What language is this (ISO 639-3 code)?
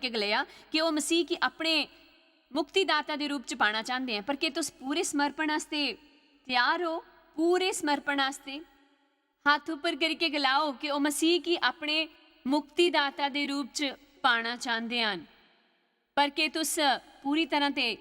doi